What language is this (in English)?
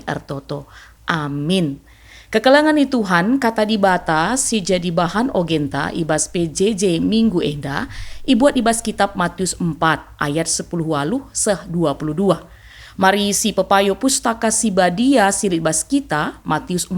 Batak Karo